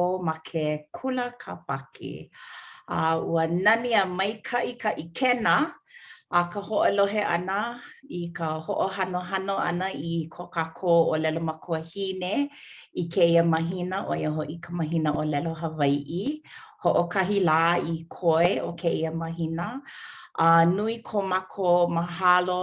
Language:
Hawaiian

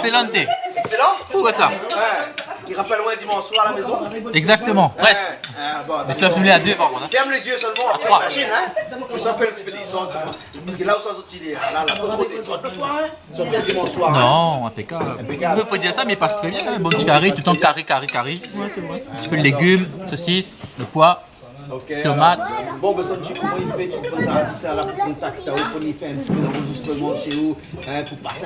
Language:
Réunion Creole French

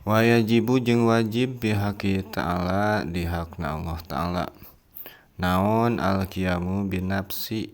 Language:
Sundanese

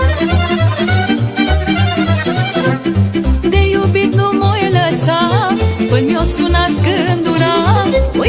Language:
Romanian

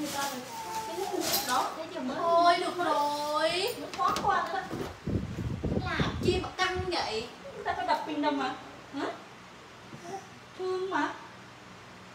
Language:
Vietnamese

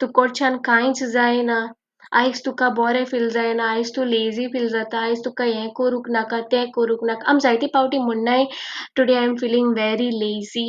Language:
Konkani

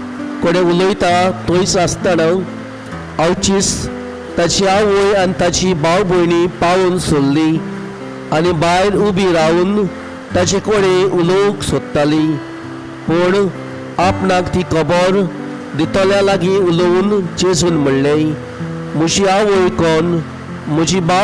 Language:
Konkani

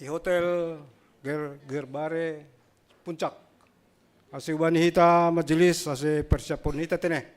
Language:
Batak Simalungun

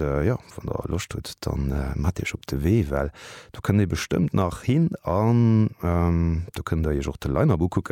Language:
Luxembourgish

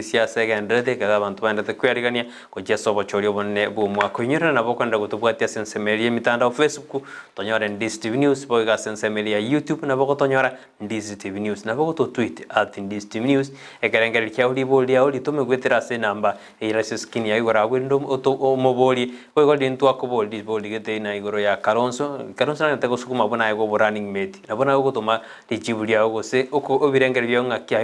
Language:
Gusii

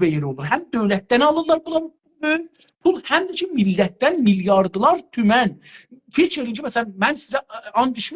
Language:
South Azerbaijani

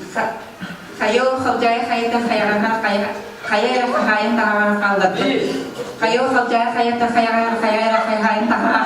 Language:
Yakut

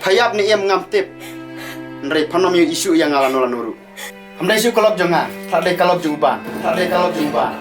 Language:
Khasi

